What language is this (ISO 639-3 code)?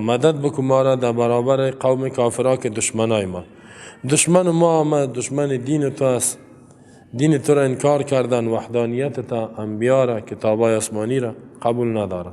fas